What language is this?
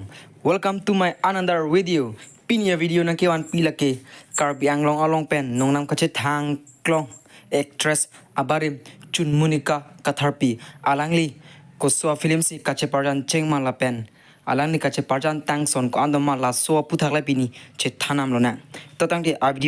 Karbi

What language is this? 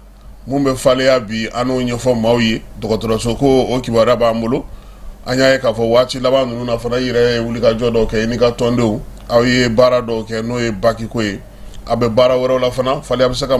Bambara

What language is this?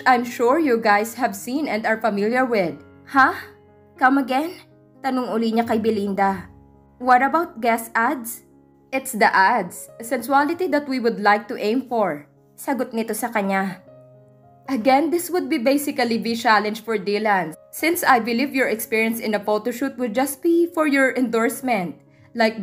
Filipino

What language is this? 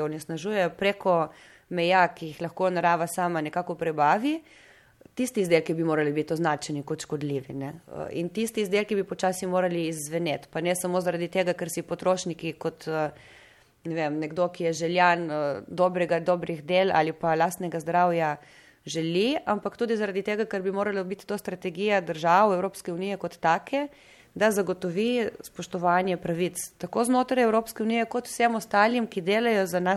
Slovenian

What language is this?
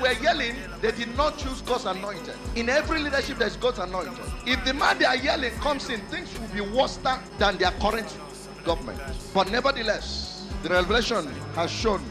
Nyanja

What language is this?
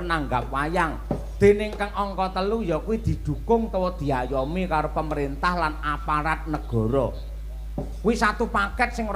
Javanese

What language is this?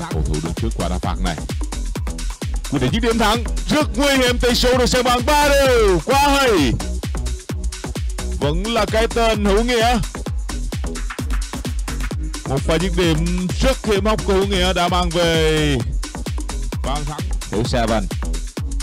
Vietnamese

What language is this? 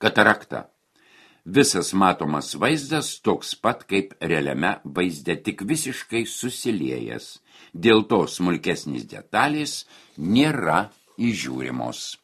Lithuanian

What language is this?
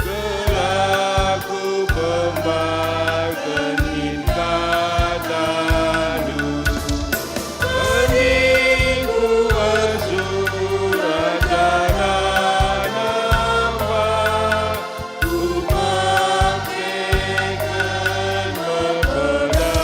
Batak Karo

